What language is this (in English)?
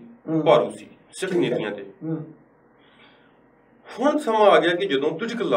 Punjabi